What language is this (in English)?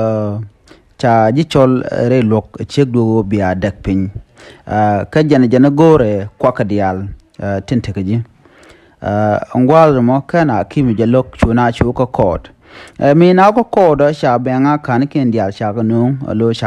Nuer